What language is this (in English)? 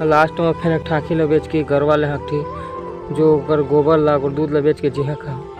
Chhattisgarhi